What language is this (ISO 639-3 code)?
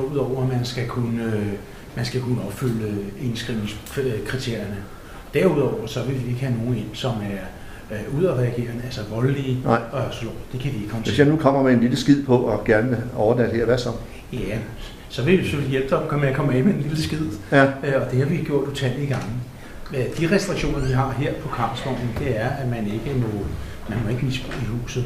dan